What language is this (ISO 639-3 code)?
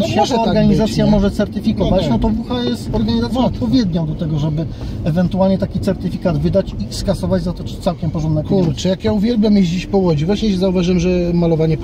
pol